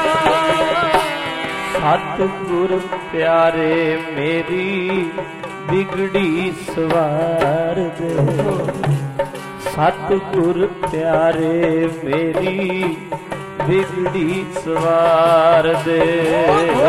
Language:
Punjabi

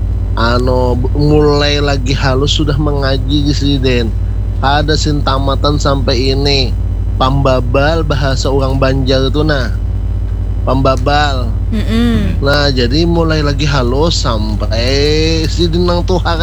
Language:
Banjar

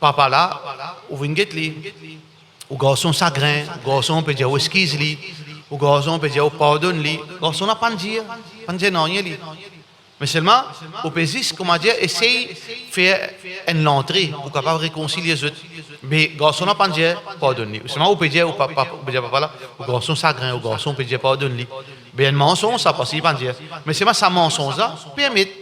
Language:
Morisyen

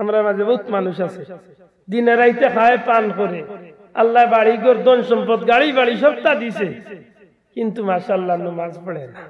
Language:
Sylheti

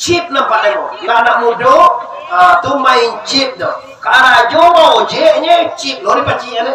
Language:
Minangkabau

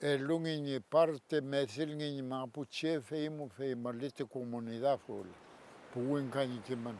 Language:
Mapuche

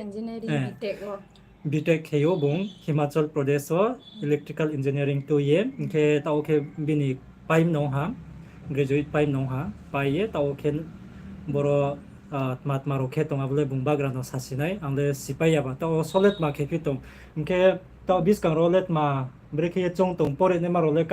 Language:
Riang (India)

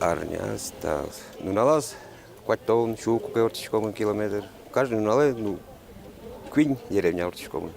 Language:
Udmurt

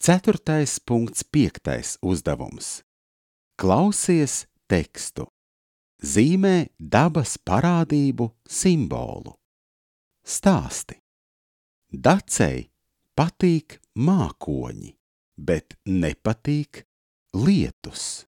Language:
Latvian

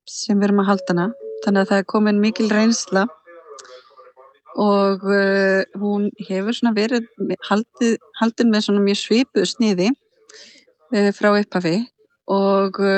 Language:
Icelandic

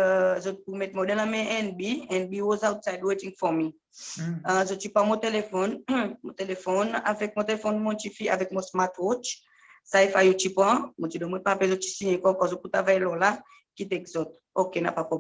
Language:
Seselwa Creole French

